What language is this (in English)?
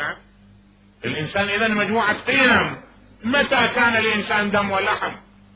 Mesopotamian Arabic